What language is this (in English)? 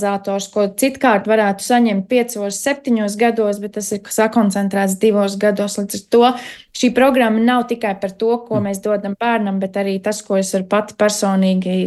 Latvian